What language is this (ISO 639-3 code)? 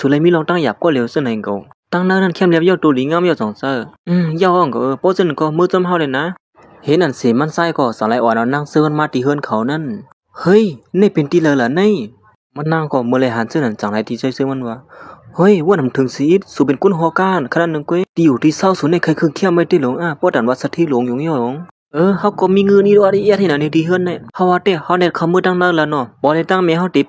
shn